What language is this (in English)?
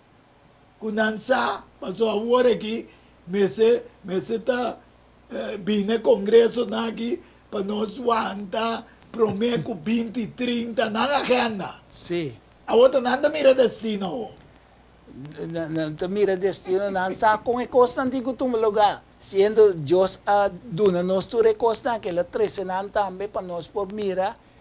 Papiamento